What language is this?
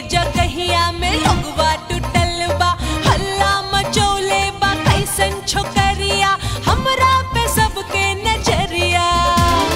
Bhojpuri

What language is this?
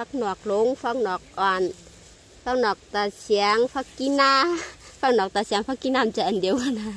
Shan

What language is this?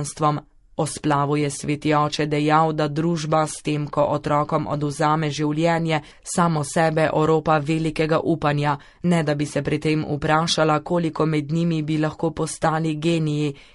Slovenian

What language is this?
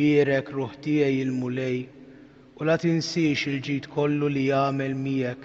Maltese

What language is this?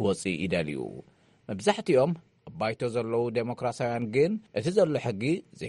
Tigrinya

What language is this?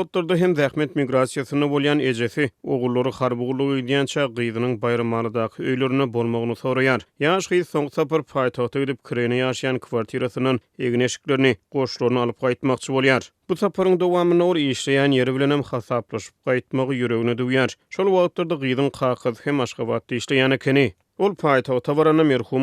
Turkmen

